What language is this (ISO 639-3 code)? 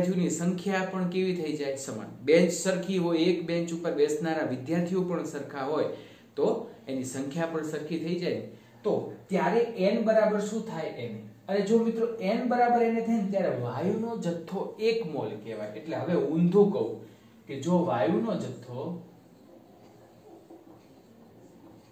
guj